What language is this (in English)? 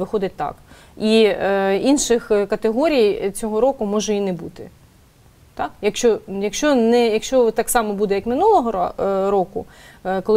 Ukrainian